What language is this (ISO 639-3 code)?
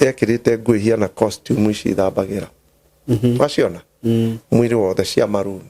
kik